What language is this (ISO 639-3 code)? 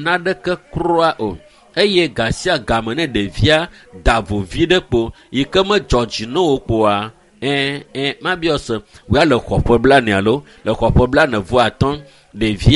ewe